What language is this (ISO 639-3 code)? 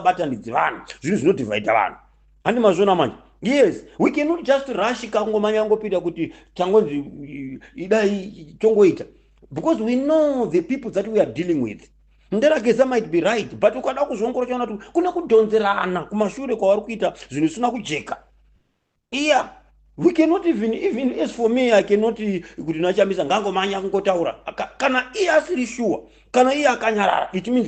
sna